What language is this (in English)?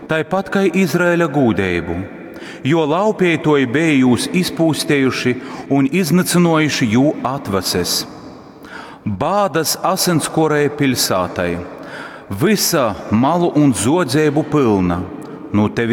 Latgalian